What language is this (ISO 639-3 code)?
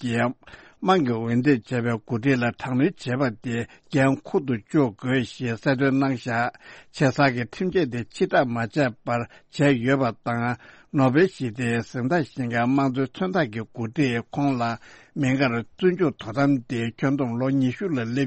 bod